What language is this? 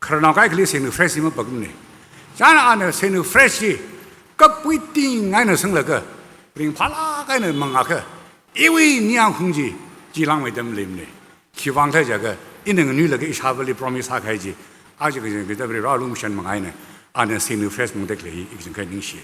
Tangkhul Naga (India)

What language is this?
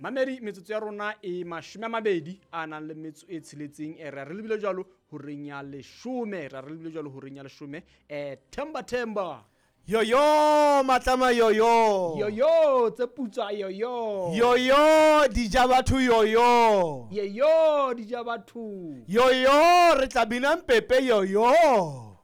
Southern Sotho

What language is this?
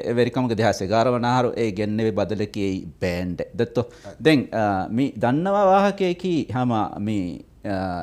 Divehi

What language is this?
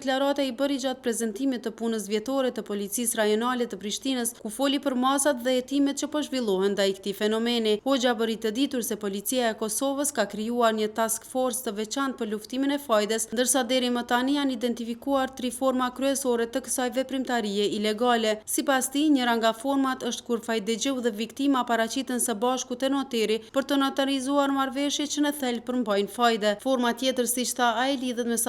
Albanian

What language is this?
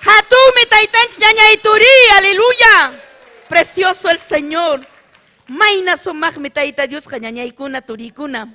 Ayacucho Quechua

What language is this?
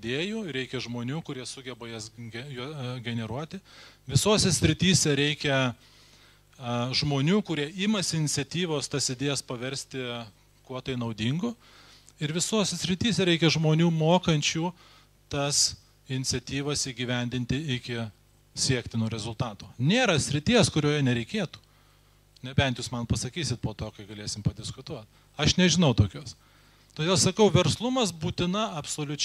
Lithuanian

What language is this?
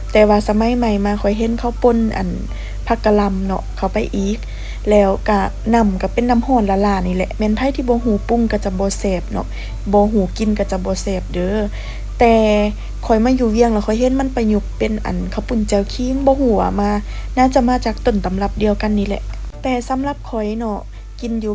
Lao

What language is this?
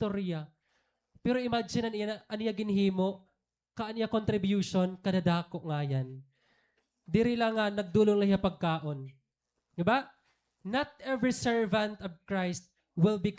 Waray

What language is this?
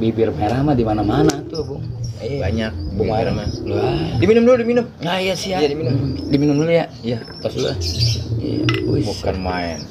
Betawi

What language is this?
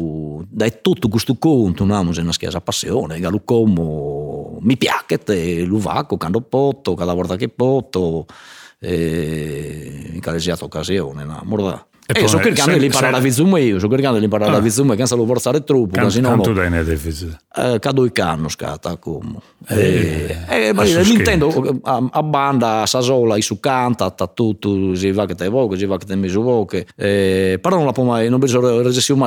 Sardinian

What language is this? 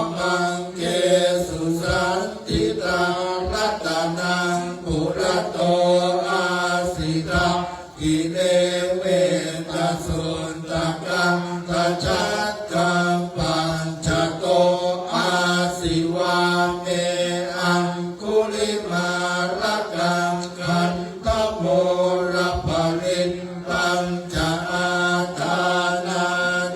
Pali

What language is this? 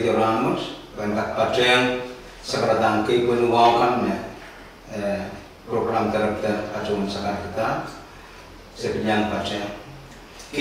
Pohnpeian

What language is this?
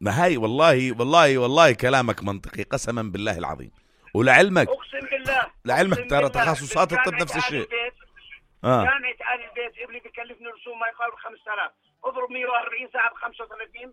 North Levantine Arabic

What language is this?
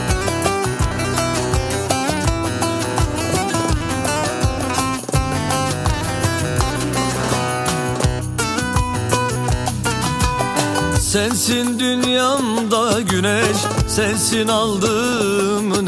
Turkish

